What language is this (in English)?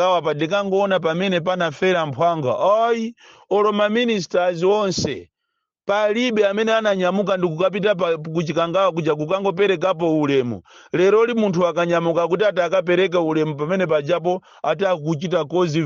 Nyanja